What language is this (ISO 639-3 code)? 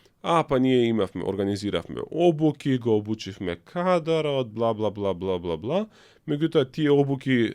mkd